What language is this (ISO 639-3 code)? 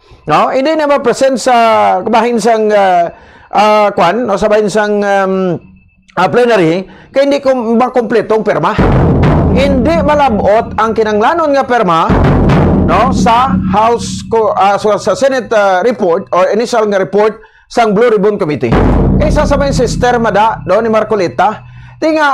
hil